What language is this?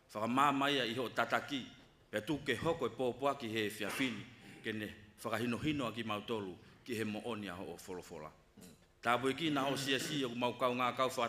Tongan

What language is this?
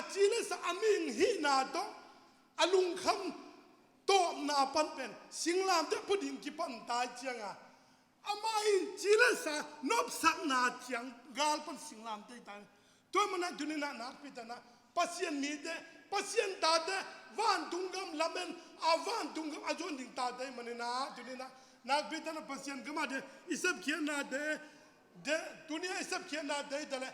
Tedim Chin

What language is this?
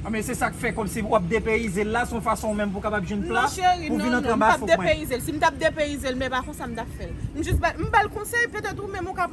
Haitian Creole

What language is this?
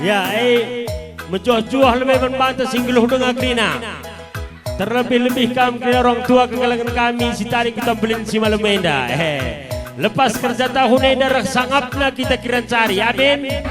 Batak Karo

